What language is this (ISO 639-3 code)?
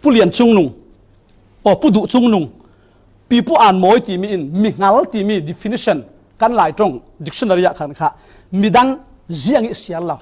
cfm